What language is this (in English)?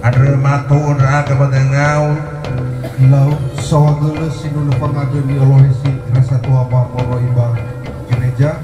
Nias